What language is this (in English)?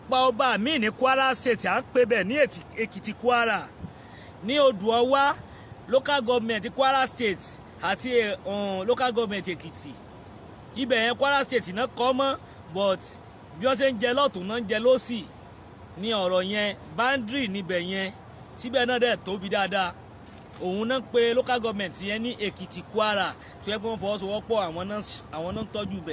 Yoruba